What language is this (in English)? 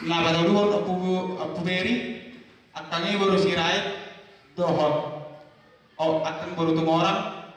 Batak Toba